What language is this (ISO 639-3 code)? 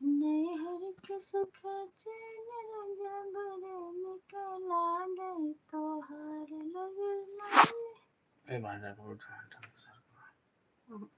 mai